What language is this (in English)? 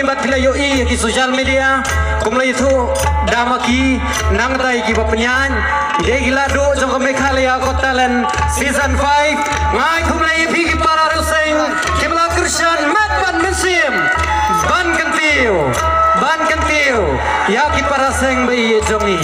Khasi